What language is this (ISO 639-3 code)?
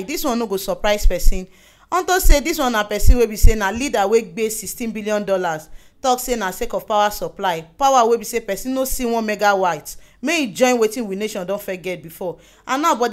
pcm